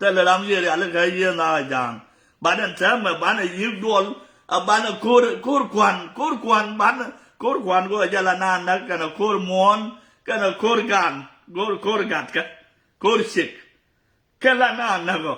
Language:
Nuer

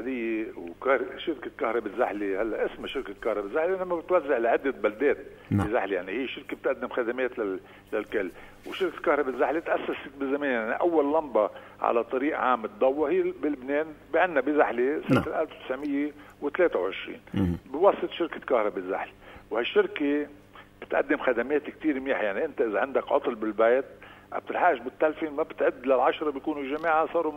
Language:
North Levantine Arabic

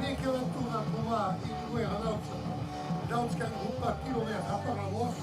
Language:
Occitan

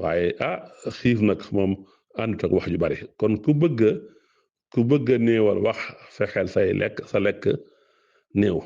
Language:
Wolof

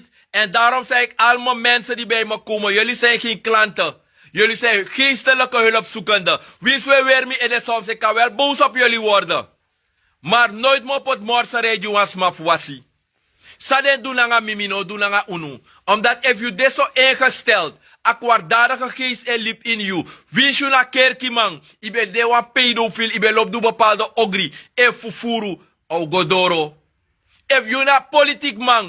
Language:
Sranan Tongo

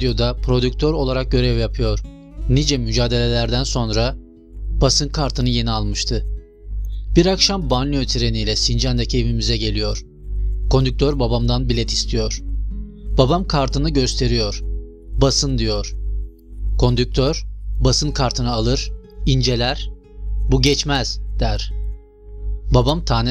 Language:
Turkish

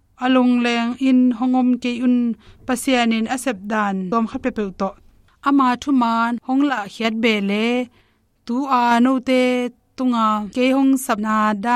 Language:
Tedim Chin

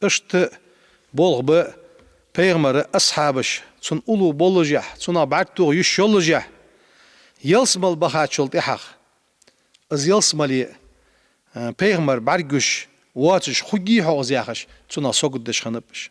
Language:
Ingush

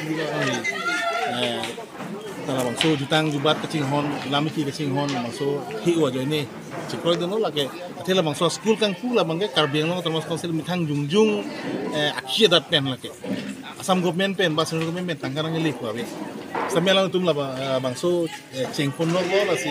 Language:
Karbi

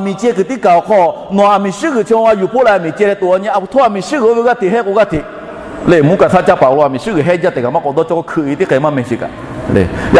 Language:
Lahu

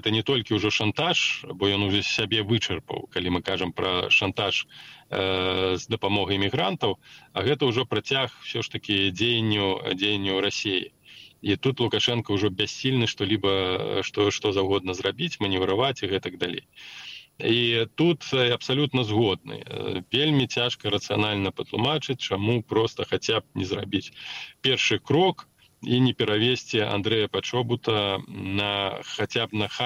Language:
Belarusian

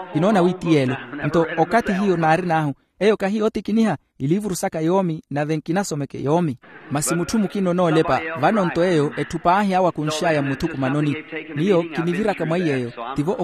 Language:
Makhuwa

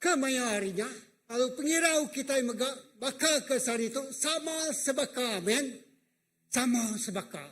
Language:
Iban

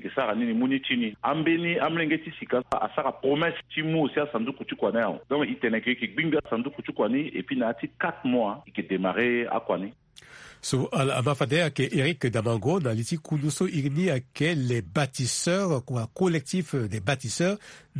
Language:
Sango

